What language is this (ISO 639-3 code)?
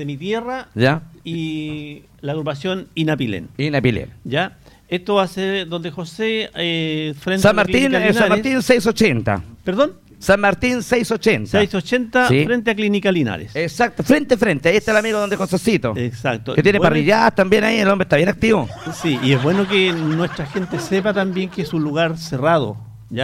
spa